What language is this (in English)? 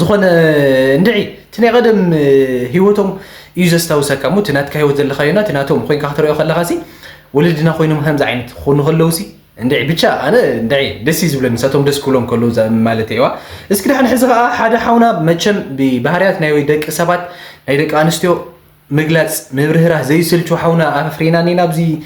Tigrinya